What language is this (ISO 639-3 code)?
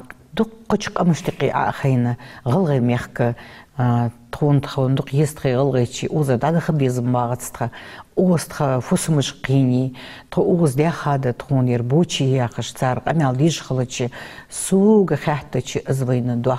inh